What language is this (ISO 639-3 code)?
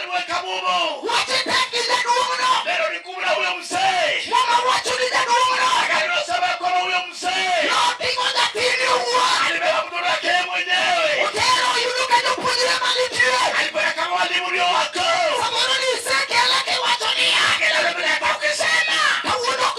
luo